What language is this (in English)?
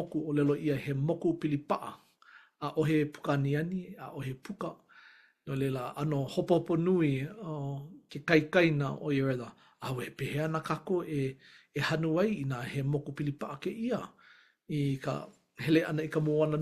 Hawaiian